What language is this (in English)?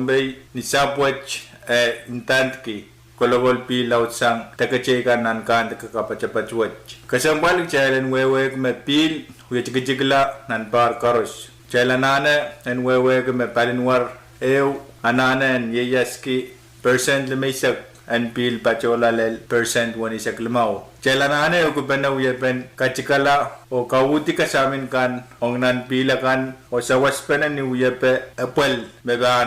Pohnpeian